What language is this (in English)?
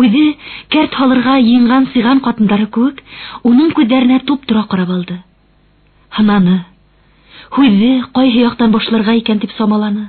Bashkir